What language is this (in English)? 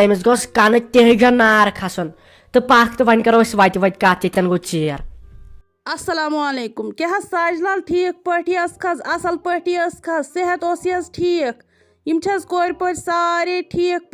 Kashmiri